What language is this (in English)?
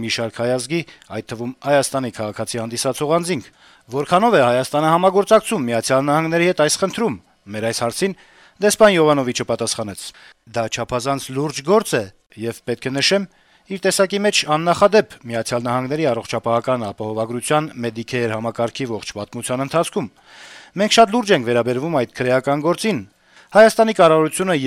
Armenian